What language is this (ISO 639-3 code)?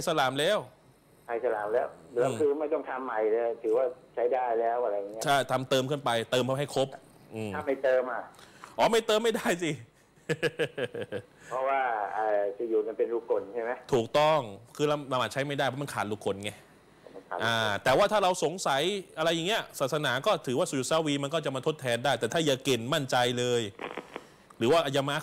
tha